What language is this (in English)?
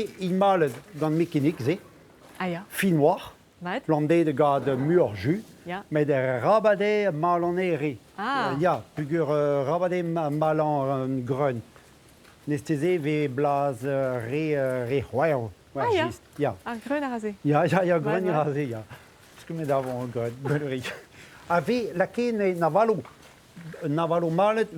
Breton